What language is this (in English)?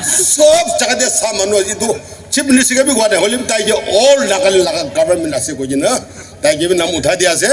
Naga Pidgin